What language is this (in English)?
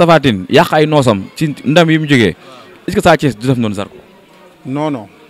Wolof